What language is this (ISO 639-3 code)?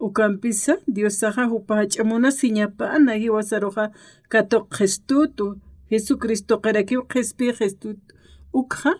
aym